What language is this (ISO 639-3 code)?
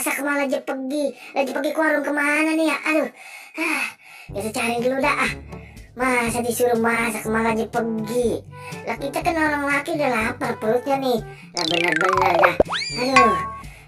bew